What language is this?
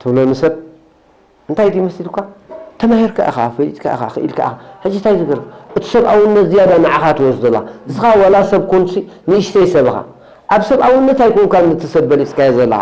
Tigrinya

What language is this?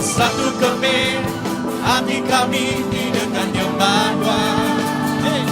Iban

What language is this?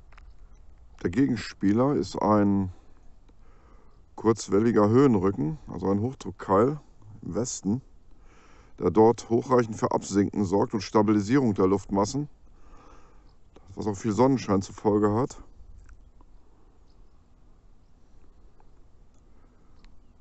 German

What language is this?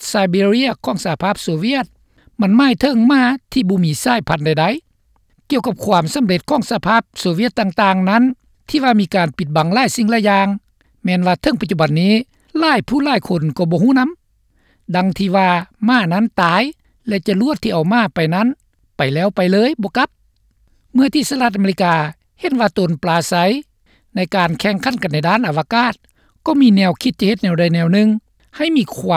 Lao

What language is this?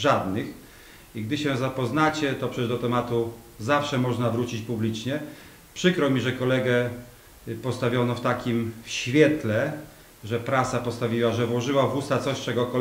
Polish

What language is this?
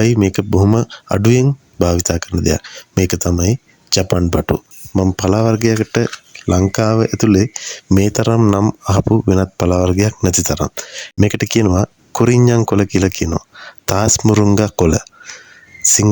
Sinhala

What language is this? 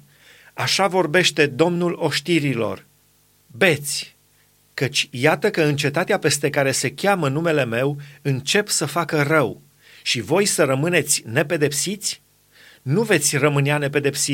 Romanian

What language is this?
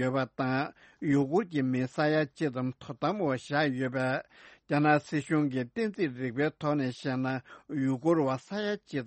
Tibetan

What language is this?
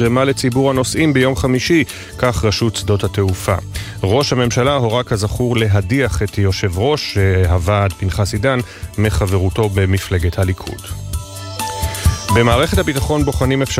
Hebrew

